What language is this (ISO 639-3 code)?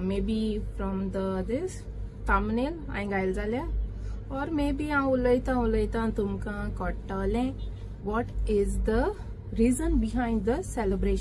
kok